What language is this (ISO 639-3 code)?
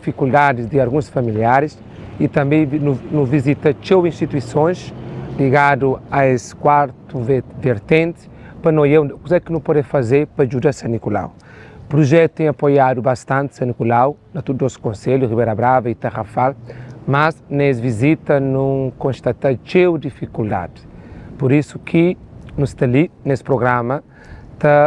kea